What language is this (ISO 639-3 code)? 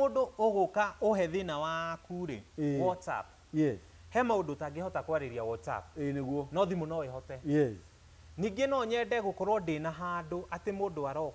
kik